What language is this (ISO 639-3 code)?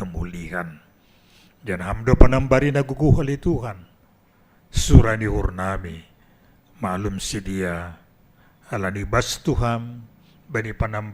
bts